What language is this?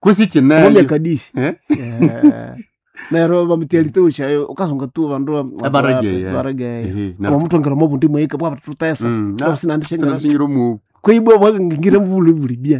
Nande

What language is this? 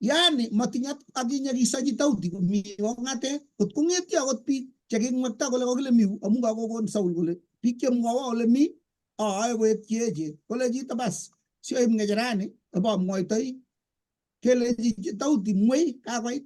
Kalenjin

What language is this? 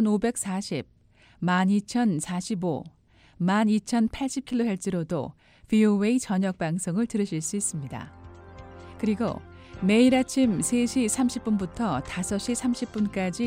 Korean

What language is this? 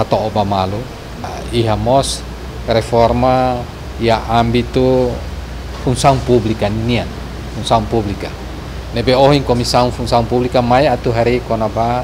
Tetum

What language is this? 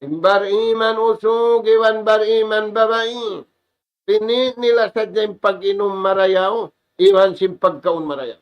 Tausug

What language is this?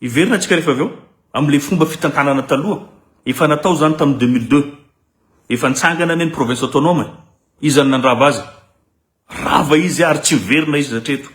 Malagasy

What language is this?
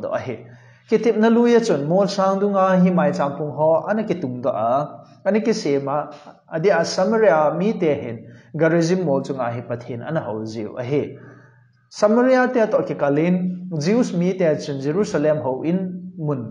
Thado Chin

